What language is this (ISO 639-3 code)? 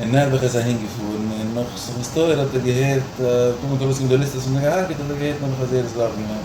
yid